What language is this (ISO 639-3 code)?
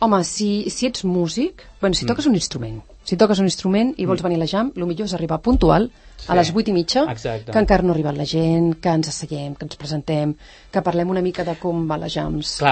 cat